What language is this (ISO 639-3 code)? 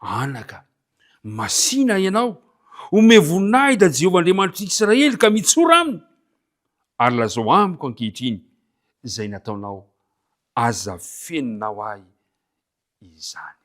mlg